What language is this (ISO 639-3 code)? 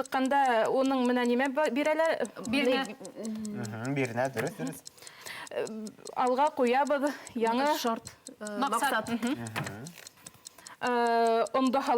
bak